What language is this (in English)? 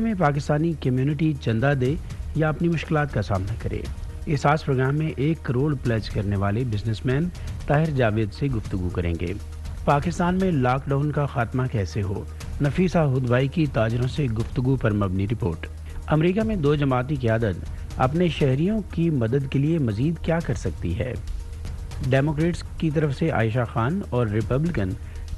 Urdu